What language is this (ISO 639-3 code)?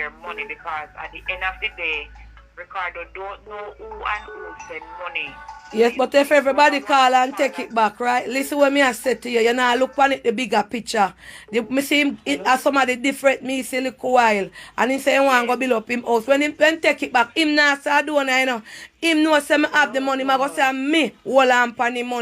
jam